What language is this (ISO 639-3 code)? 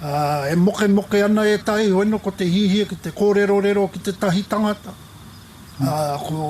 mri